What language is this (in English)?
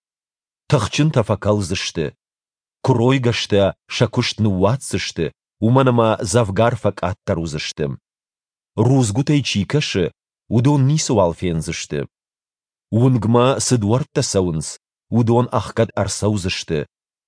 Ossetic